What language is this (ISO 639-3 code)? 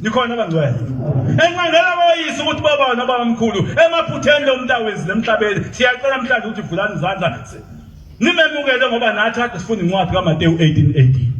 zul